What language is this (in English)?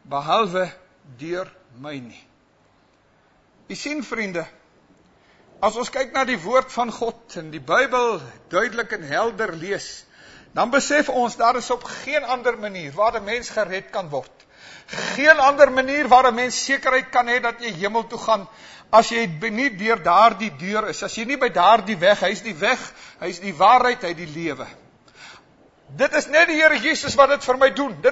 Afrikaans